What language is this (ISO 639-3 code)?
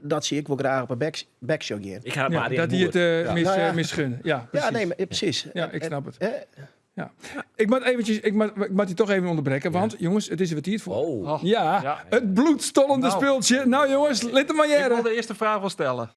fry